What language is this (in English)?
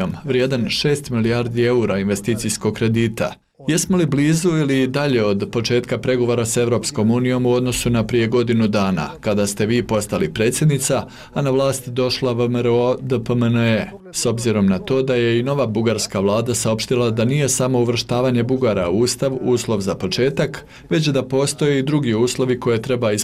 Bosnian